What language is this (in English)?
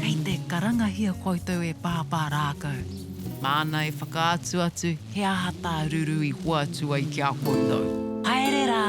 Māori